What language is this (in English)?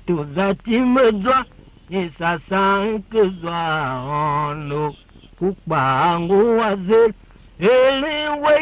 Tiv